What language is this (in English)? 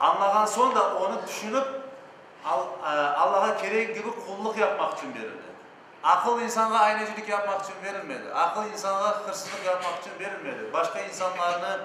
Crimean Tatar